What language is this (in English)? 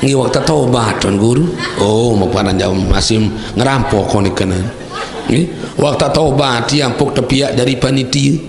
Sasak